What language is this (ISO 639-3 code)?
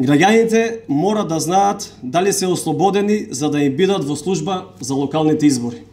mkd